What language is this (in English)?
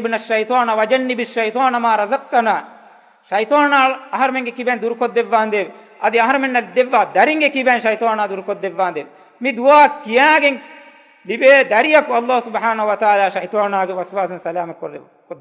Divehi